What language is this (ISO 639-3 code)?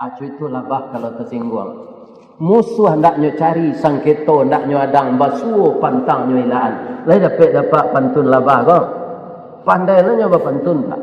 min